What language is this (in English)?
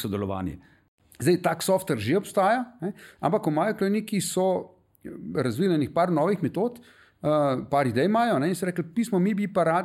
Slovenian